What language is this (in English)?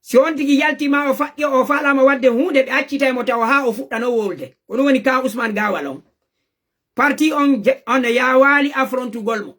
Fula